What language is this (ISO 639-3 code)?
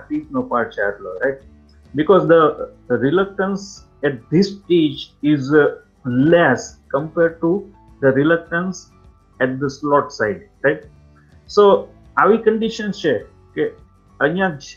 guj